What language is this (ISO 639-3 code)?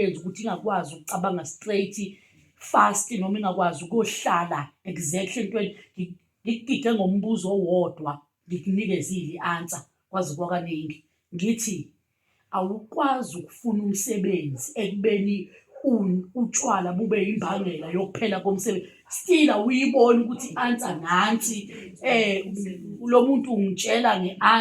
zul